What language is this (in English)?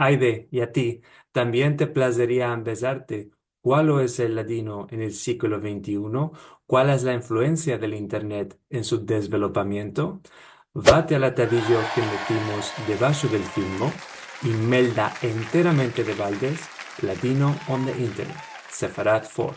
Ladino